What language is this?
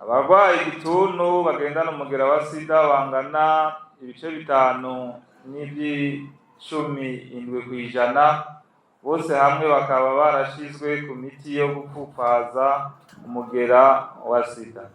Rundi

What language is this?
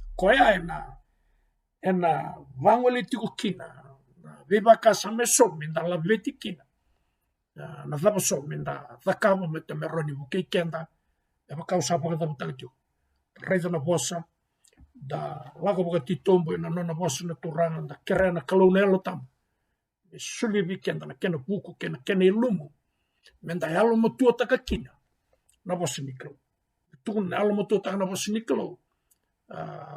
Fijian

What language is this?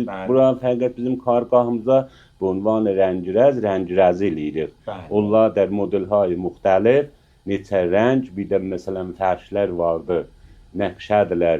Azerbaijani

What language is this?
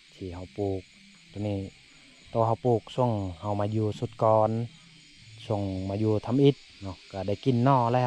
Lao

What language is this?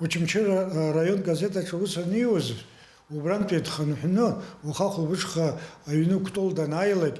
Abkhazian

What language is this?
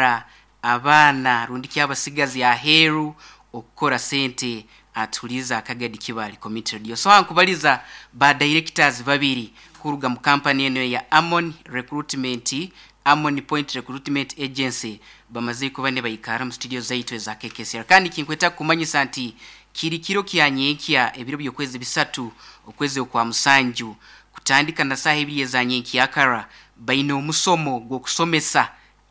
Nyankole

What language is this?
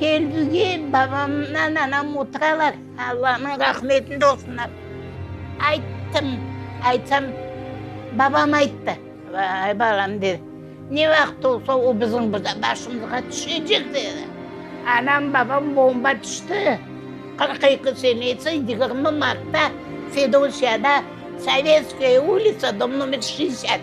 Crimean Tatar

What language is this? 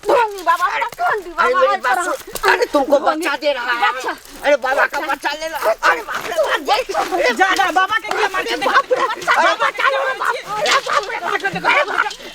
Maithili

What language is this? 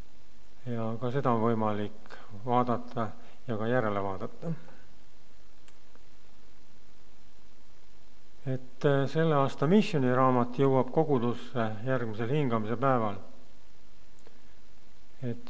Estonian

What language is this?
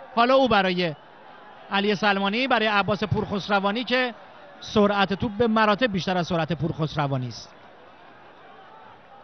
Persian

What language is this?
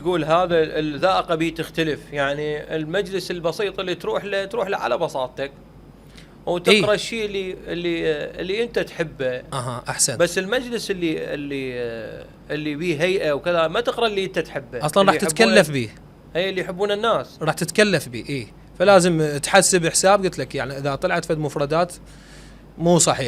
Mesopotamian Arabic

